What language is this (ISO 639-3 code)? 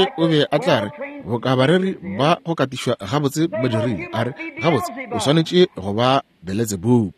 nso